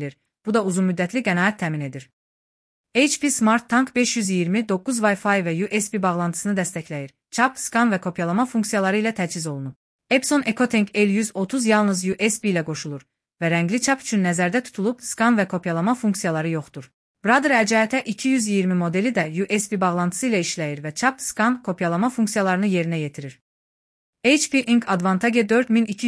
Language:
Azerbaijani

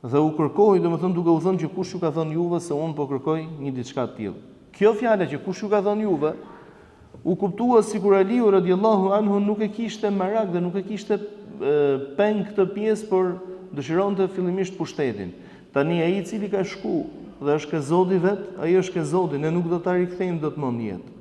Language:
Albanian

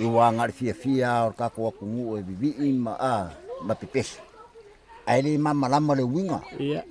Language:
Samoan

